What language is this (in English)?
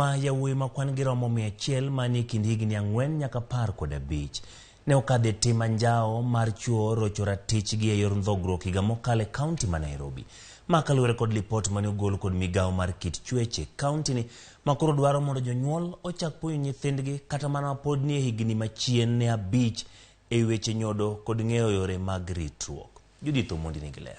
Luo (Kenya and Tanzania)